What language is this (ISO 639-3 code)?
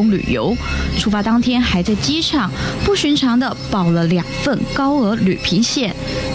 zho